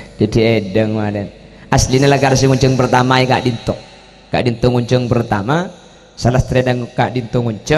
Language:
Madurese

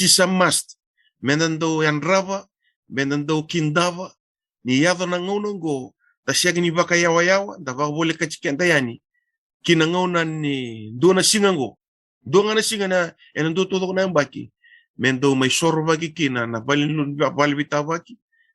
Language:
Fijian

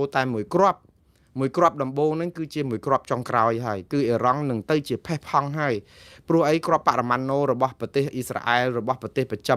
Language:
Khmer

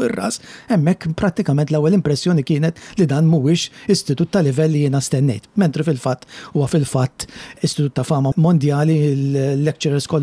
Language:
Maltese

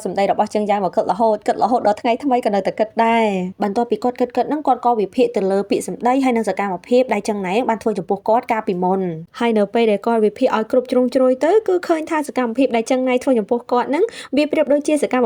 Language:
Khmer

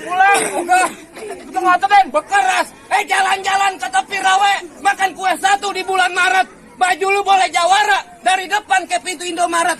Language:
Betawi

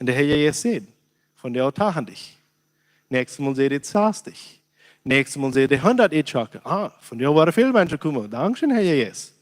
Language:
Plautdietsch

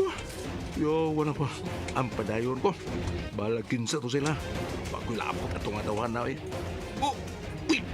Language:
Cebuano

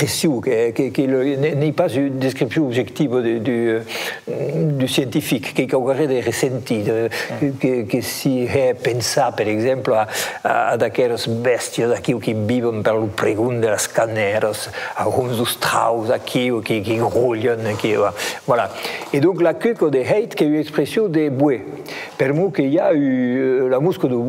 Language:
Occitan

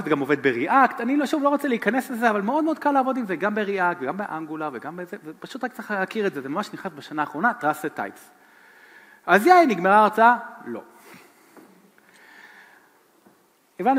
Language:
Hebrew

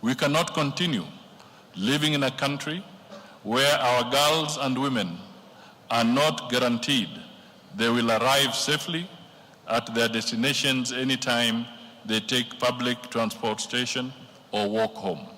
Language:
Kamba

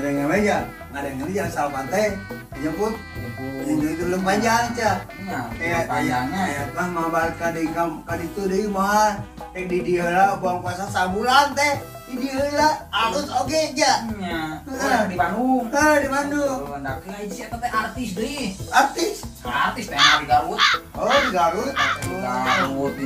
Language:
Sundanese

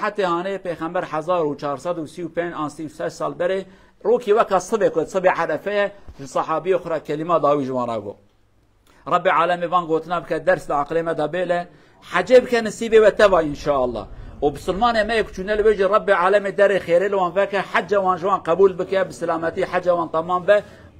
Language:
Kurdish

